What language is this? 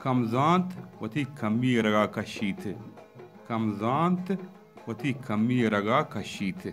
Baluchi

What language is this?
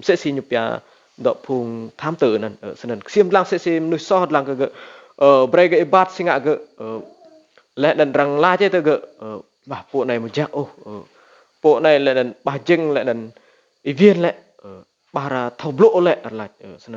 Rade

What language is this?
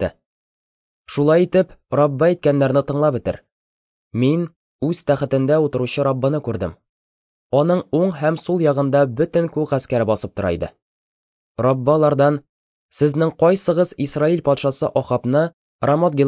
Tatar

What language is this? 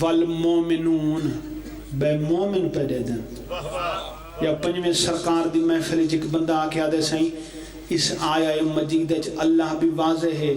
Pahari-Potwari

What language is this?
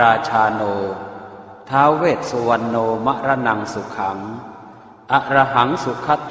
Pali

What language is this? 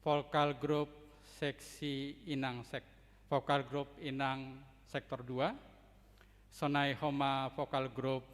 Batak Simalungun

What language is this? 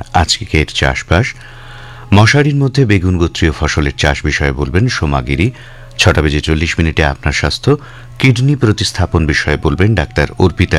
Bangla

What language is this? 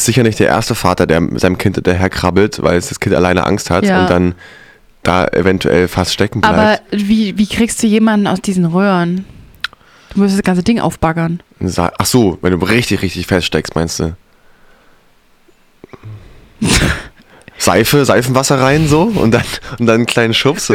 German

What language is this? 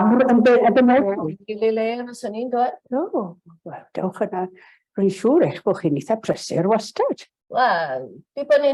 Welsh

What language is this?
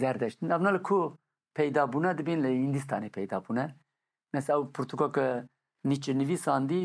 Kurdish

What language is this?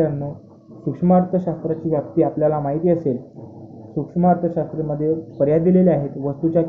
Marathi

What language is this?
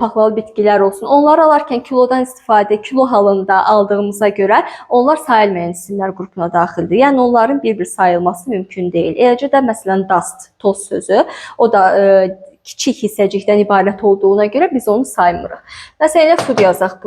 Azerbaijani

